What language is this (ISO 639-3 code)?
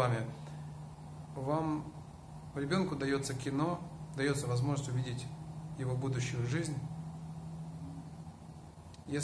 rus